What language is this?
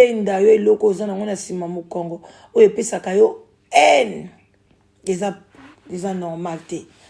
Lingala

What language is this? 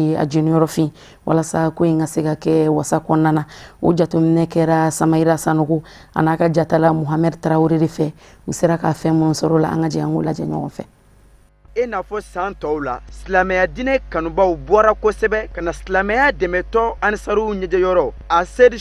Bambara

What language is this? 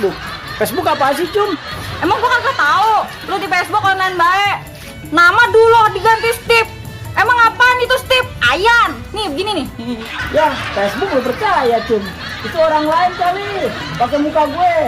Betawi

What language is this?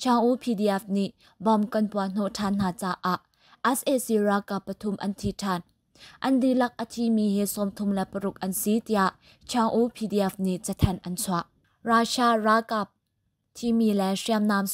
Hakha Chin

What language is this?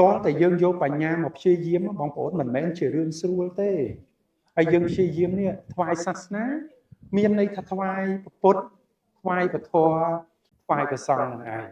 Khmer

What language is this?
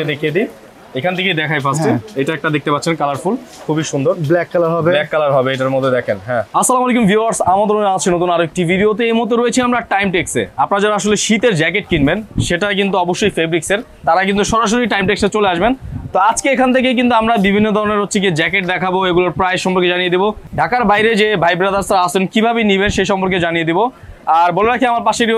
Bangla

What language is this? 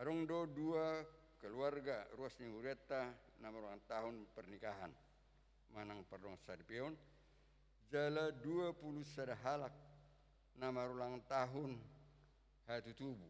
Batak Toba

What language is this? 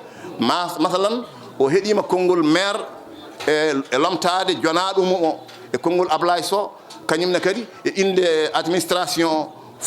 Fula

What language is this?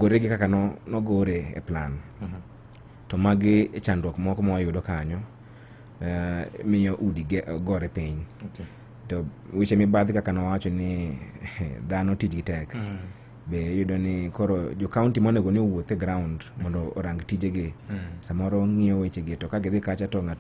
Luo (Kenya and Tanzania)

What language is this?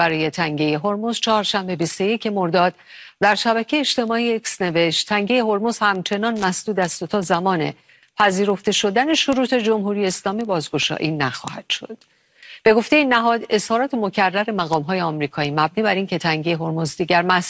Persian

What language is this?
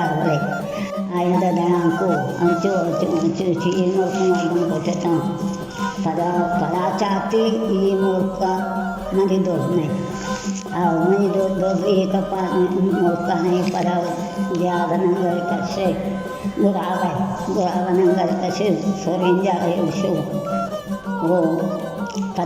Baluchi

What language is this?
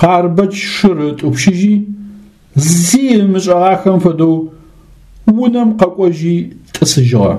Adyghe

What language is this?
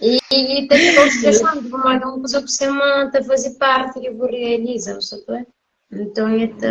Kabuverdianu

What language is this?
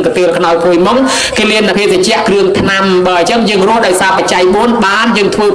Khmer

